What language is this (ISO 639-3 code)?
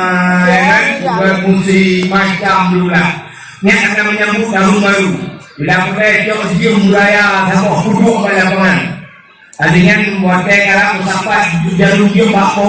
ace